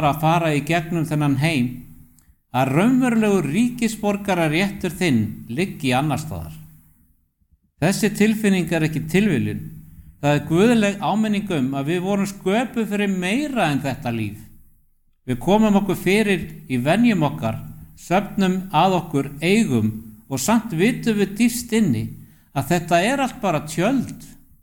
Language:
Icelandic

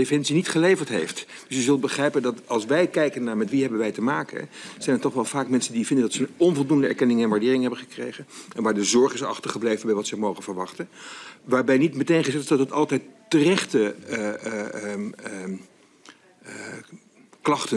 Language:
Dutch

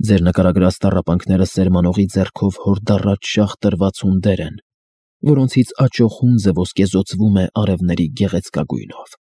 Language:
Armenian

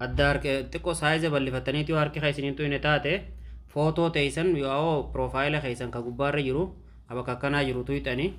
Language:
Oromo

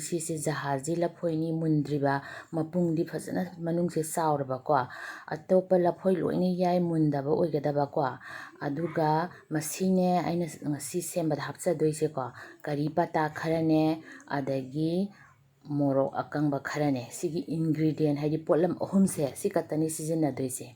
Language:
Manipuri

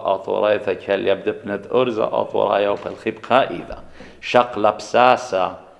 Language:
Assyrian Neo-Aramaic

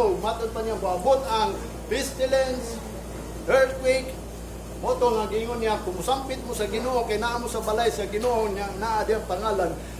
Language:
Cebuano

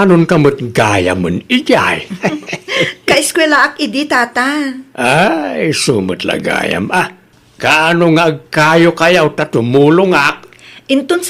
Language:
Iloko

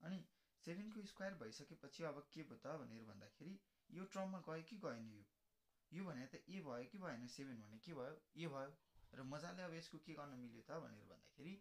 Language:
Nepali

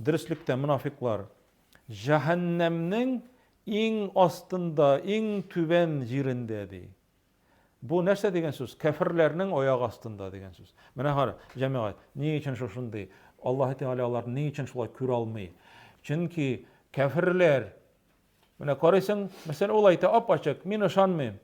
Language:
Tatar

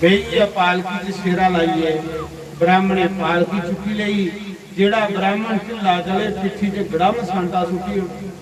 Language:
Dogri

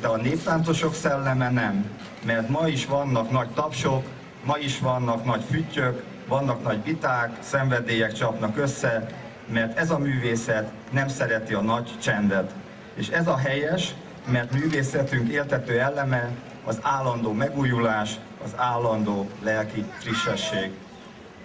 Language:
Hungarian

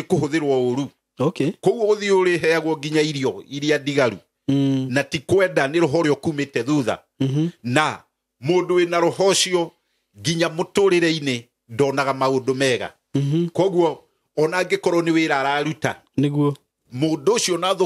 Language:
Kikuyu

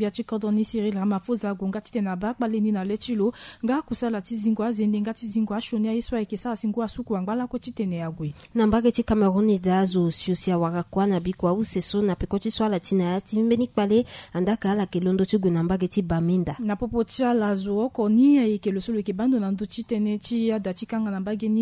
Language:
Sango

